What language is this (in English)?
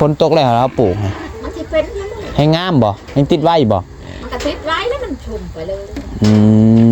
Northeastern Thai